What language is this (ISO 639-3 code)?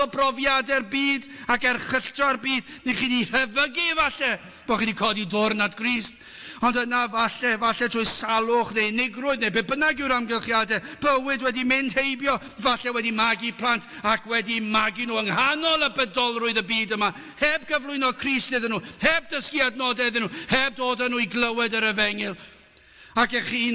cym